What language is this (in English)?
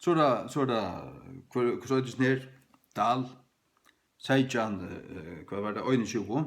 Faroese